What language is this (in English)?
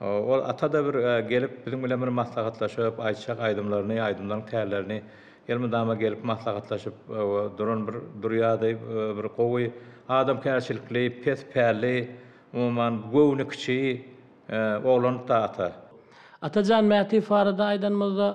Turkmen